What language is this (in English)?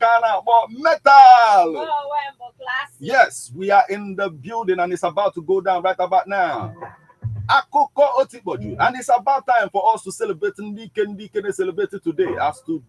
Igbo